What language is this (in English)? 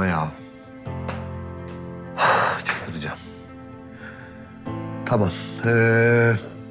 Turkish